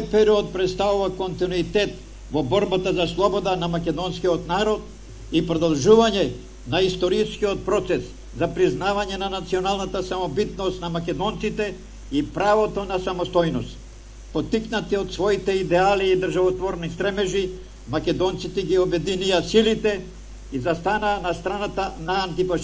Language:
Macedonian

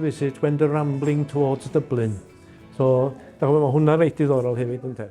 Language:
Welsh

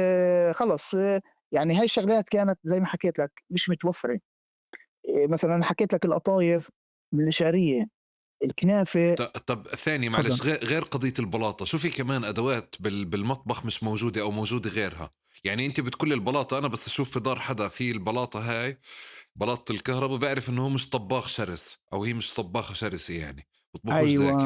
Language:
North Levantine Arabic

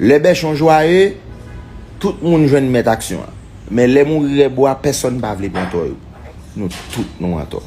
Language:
Haitian Creole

